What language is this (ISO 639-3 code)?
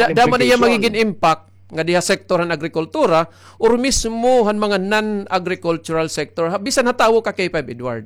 war